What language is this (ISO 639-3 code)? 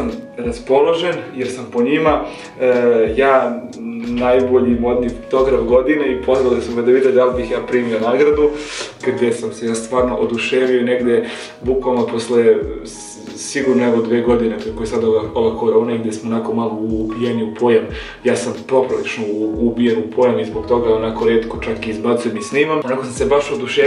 srp